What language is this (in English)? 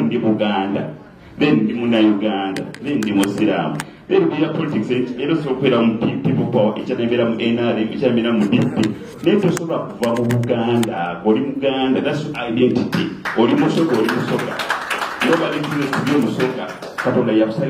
Soga